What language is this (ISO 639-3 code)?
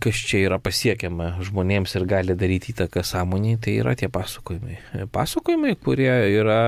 lit